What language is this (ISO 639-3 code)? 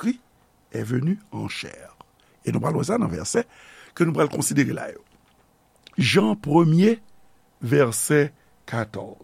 hat